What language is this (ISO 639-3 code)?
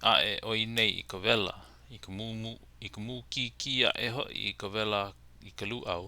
haw